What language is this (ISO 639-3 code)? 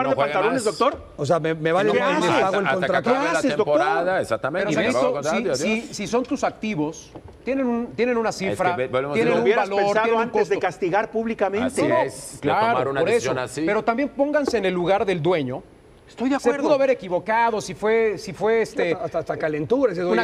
spa